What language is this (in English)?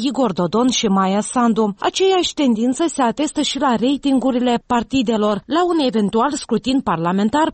Romanian